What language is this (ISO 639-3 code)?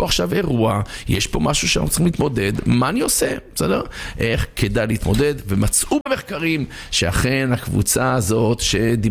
heb